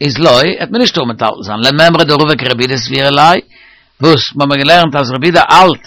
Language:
Yiddish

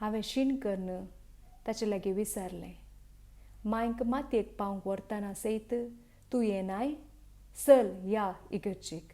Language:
Konkani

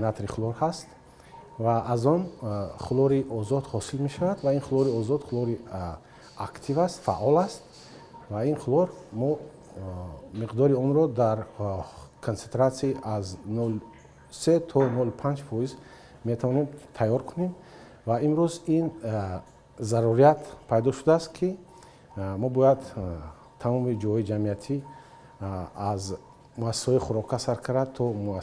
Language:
Tajik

